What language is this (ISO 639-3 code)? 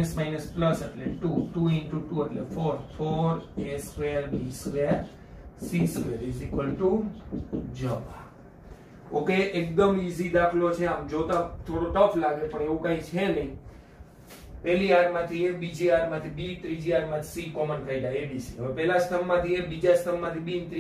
guj